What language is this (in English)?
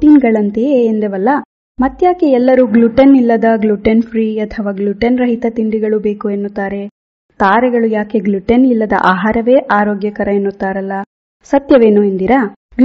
Kannada